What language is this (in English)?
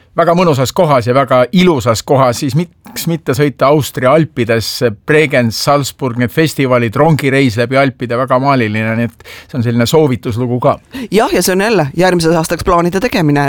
Estonian